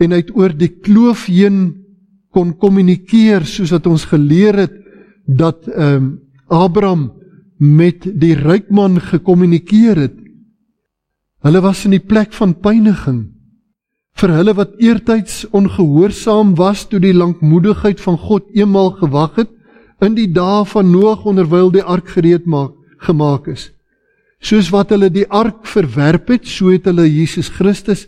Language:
Afrikaans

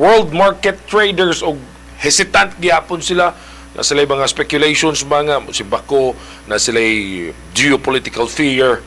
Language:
Cebuano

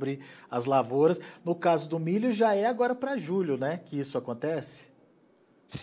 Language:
Portuguese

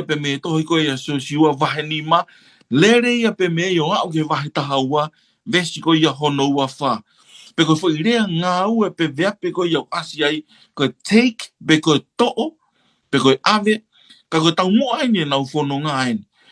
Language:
Tongan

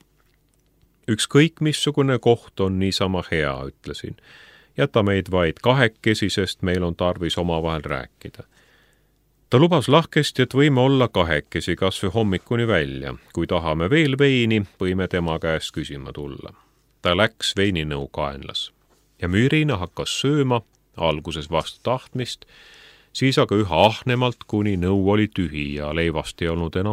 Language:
Estonian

